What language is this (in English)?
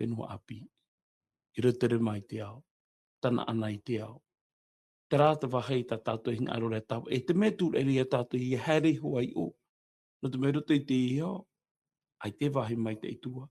Tahitian